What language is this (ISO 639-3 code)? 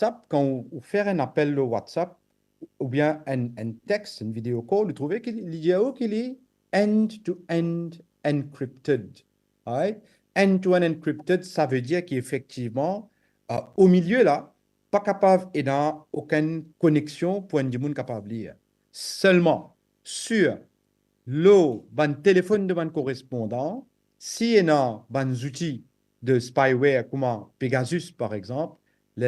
mfe